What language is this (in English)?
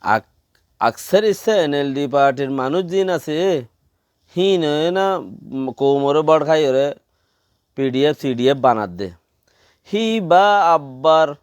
Rohingya